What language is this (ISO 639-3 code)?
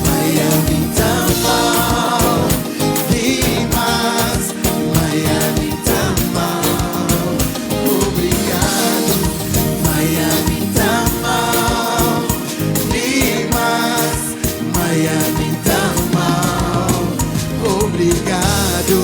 kea